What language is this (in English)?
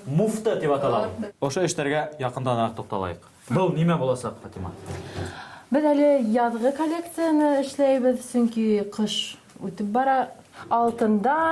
Bashkir